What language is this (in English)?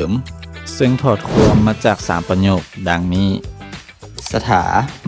Lao